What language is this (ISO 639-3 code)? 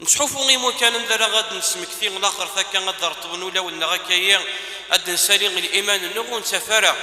kab